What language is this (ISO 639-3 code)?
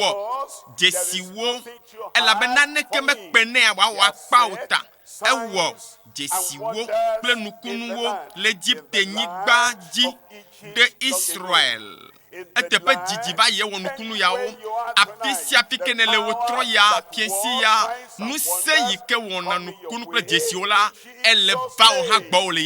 ewe